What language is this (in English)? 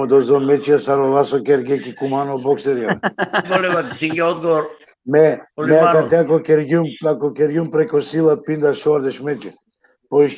Balkan Romani